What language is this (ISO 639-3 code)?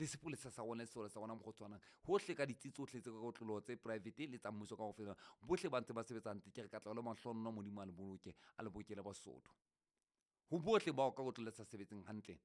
sot